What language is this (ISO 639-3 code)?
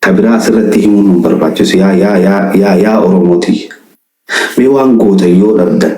orm